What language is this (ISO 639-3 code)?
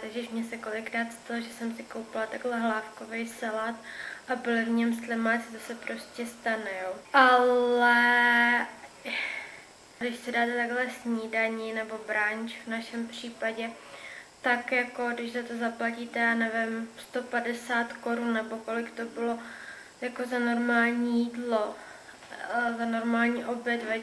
ces